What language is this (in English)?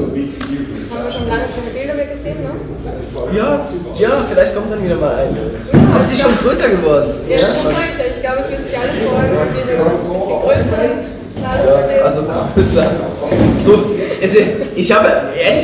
German